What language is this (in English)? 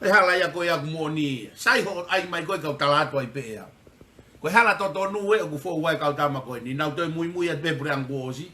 Tongan